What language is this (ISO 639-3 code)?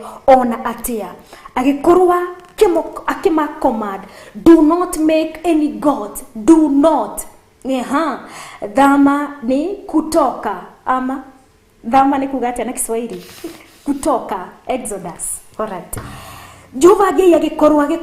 kik